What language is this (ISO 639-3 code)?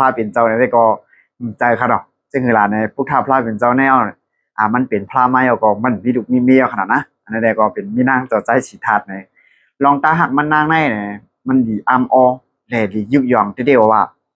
shn